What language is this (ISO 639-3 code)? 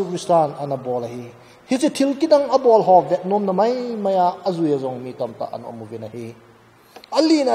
tcz